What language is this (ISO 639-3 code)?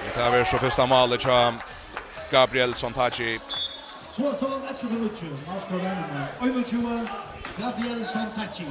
fao